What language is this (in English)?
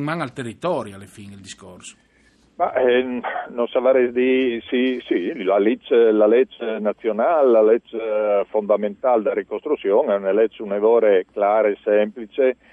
Friulian